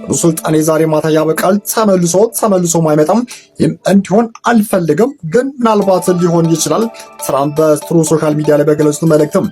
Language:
Amharic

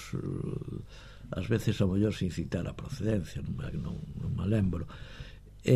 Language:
Galician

